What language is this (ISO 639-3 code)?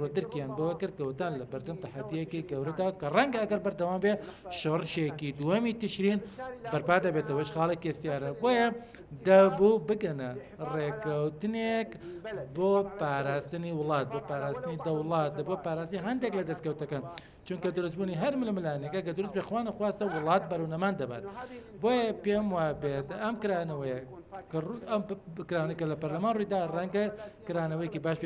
ckb